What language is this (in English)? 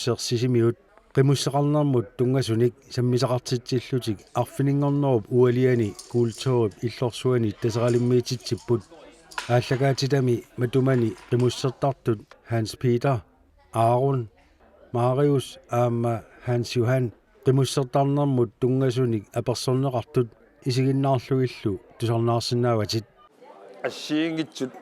Kalaallisut